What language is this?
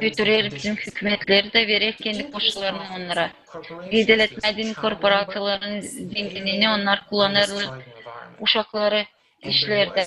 Gagauz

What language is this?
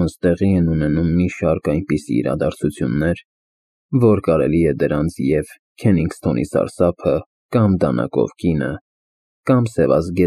Armenian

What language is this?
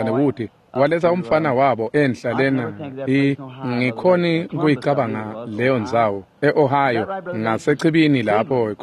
Swati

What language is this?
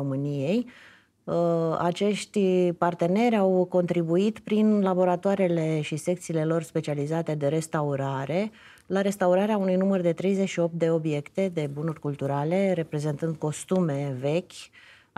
Romanian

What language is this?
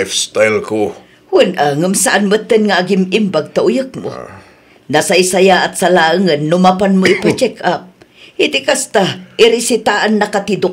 Iloko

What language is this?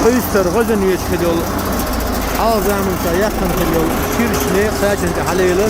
Chechen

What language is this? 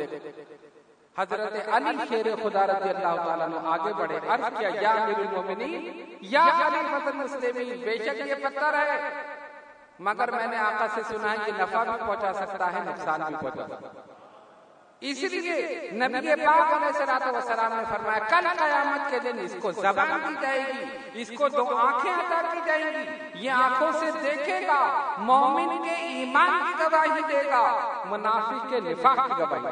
Urdu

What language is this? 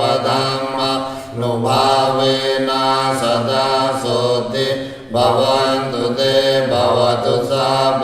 Pali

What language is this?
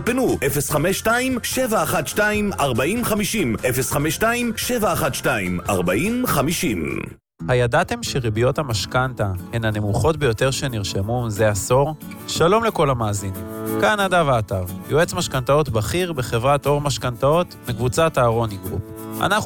Hebrew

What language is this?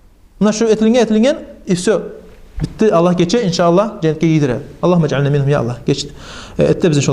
Kumyk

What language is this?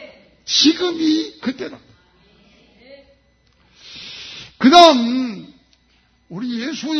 Korean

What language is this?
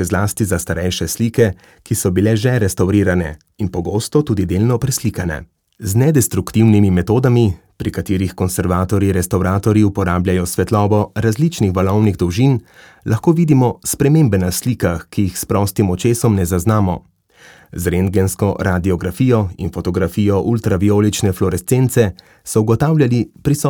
Slovenian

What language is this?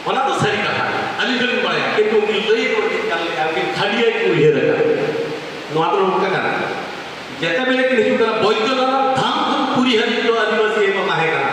Santali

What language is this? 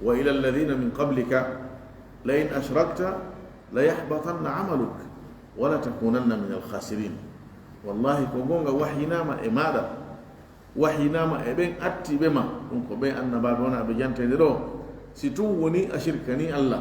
Fula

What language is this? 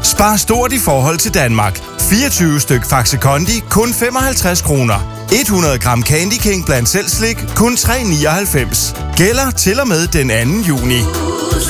Danish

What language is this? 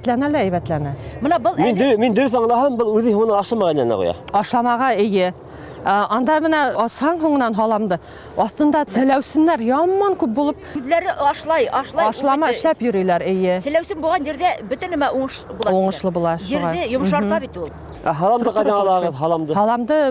Bashkir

